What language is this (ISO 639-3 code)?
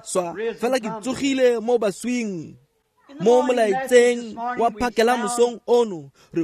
tsn